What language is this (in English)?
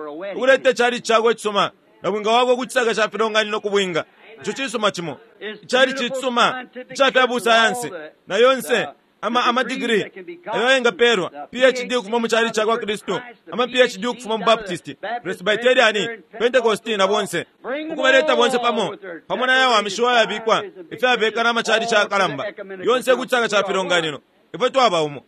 Bemba